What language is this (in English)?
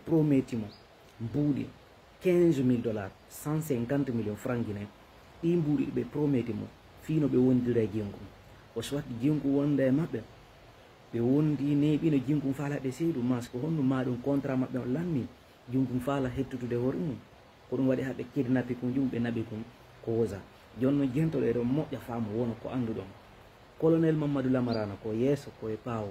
Fula